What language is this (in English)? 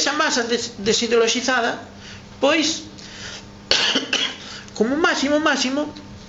Galician